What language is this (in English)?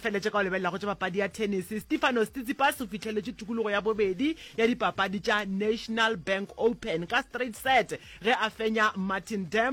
Northern Sotho